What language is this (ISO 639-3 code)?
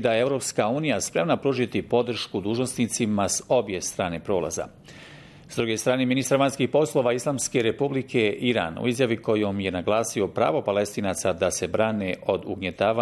bos